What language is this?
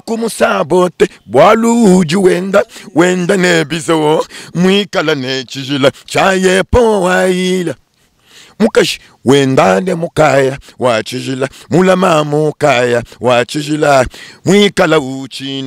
Luba-Lulua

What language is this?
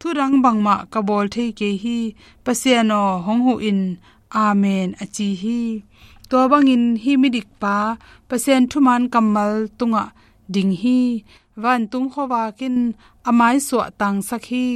Tedim Chin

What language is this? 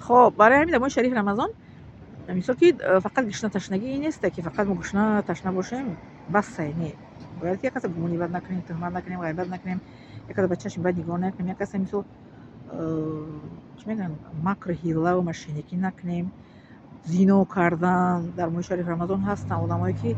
Tajik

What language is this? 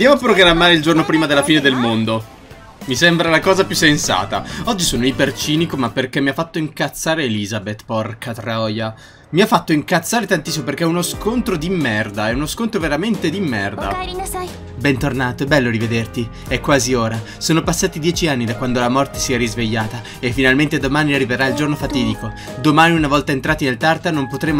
Italian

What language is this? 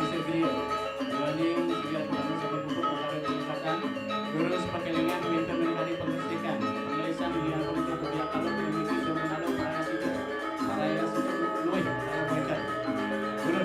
Balinese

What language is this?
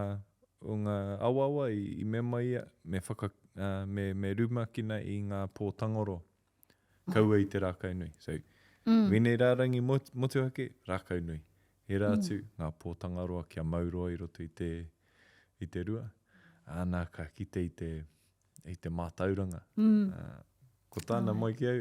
Māori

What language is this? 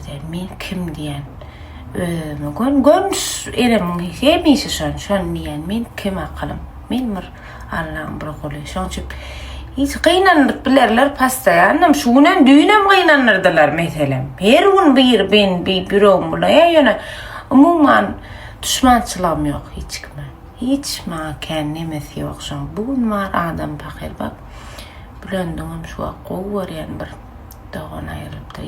Turkmen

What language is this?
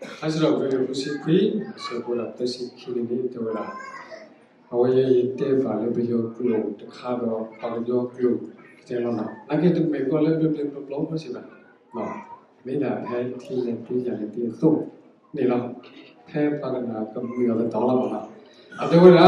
S'gaw Karen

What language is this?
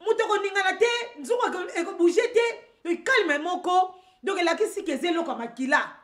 Lingala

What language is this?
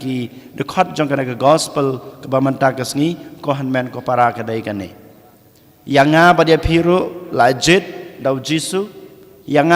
Khasi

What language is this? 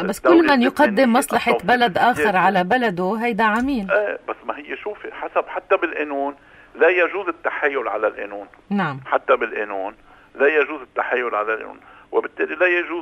North Levantine Arabic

